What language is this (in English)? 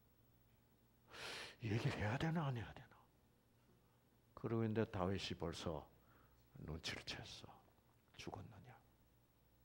Korean